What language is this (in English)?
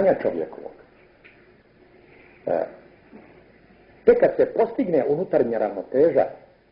Croatian